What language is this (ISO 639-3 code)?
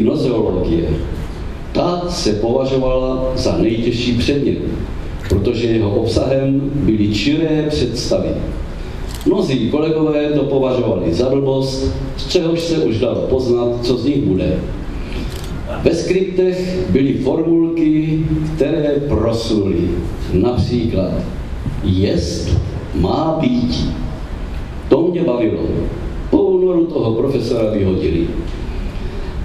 ces